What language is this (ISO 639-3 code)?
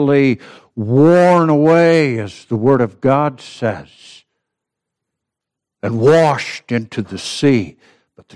eng